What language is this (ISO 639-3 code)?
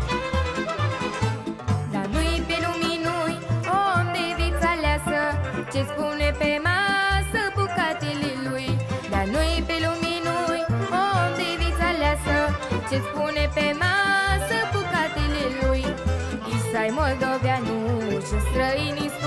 ron